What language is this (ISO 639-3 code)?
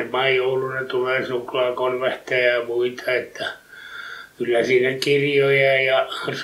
fin